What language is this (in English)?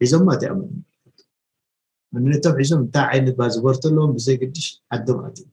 Tigrinya